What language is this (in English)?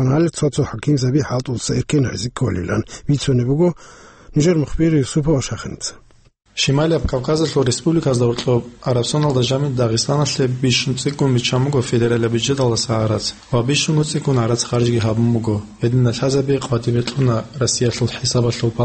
Avaric